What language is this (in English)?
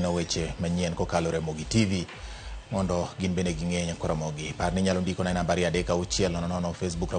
Luo (Kenya and Tanzania)